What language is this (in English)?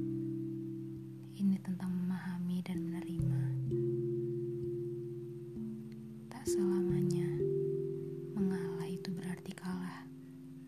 Indonesian